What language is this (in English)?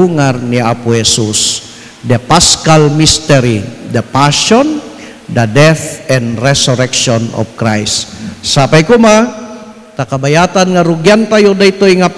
Iloko